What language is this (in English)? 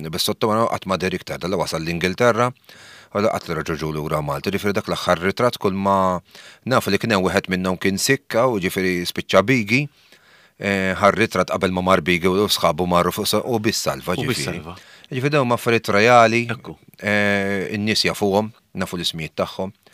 Maltese